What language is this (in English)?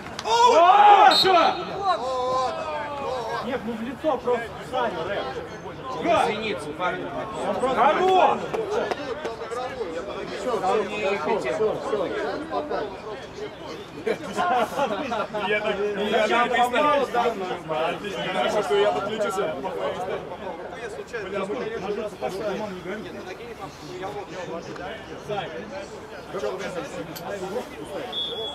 Russian